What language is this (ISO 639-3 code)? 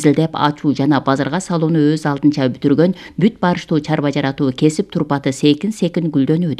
kir